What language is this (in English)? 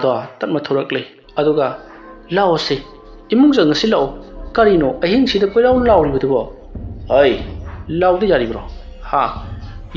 Manipuri